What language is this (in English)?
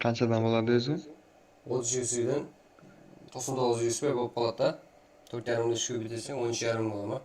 Kara-Kalpak